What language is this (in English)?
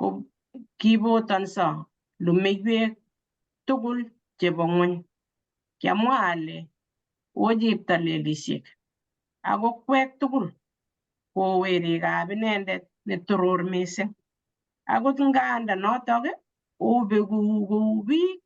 Kalenjin